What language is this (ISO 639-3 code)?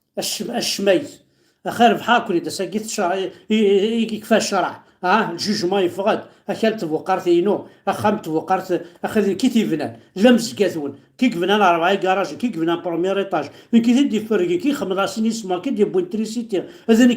kab